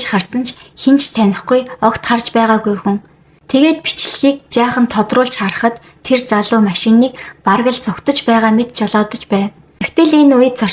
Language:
Mongolian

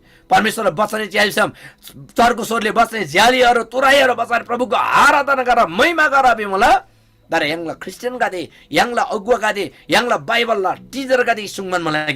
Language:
Eastern Tamang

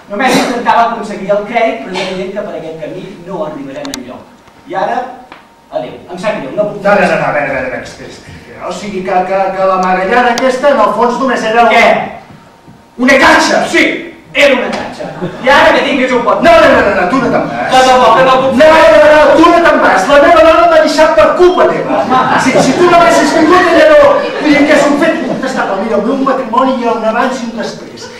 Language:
Catalan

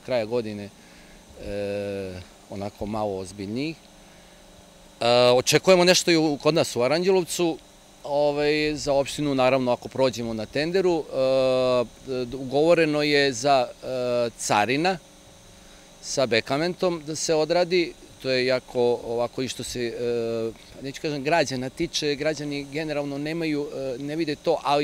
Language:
Serbian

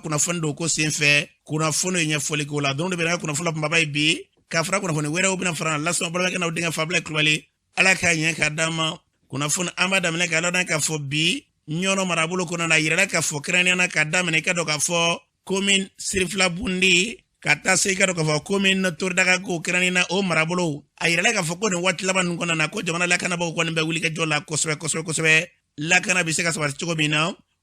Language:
Bambara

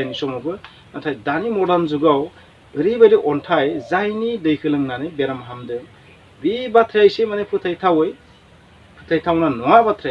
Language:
Bodo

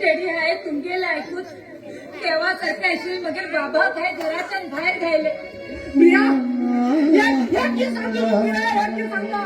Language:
Konkani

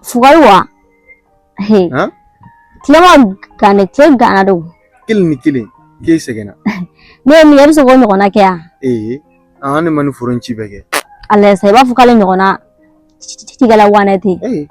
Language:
Bambara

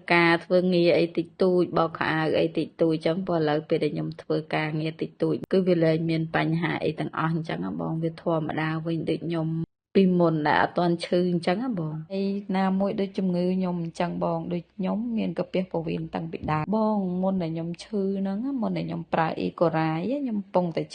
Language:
Khmer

